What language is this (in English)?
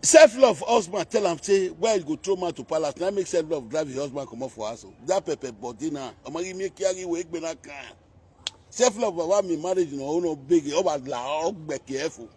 Nigerian Pidgin